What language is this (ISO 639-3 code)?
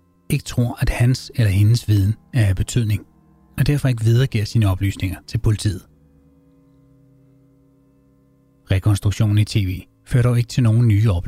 dan